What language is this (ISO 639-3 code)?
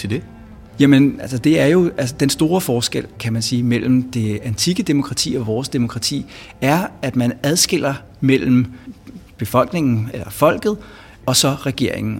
dan